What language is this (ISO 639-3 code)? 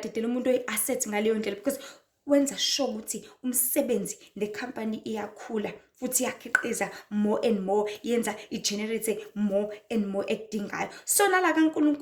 zul